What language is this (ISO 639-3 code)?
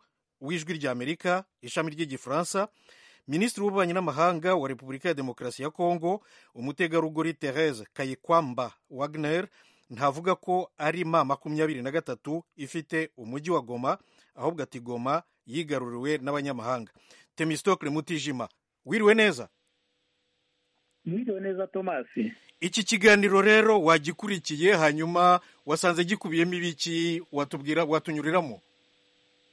kin